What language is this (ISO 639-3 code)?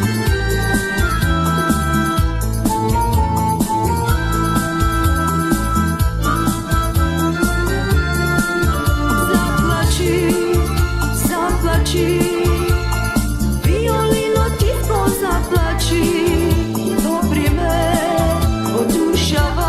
mkd